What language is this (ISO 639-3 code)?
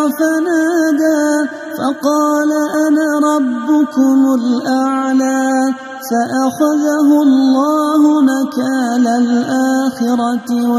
ara